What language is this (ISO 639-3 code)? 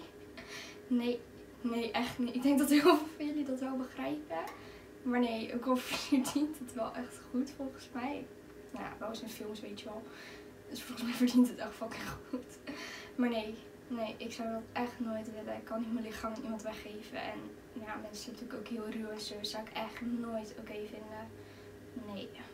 nld